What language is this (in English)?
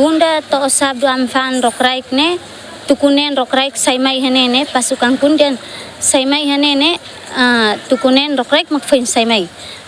Tetum